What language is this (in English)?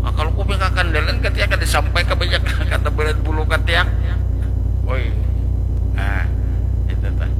Banjar